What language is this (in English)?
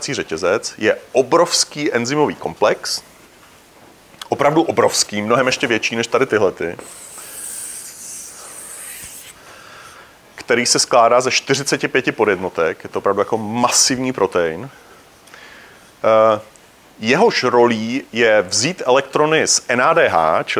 Czech